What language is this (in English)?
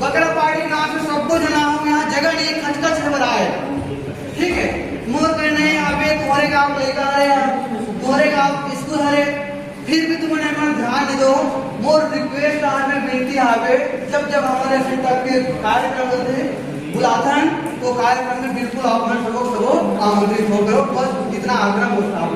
Chhattisgarhi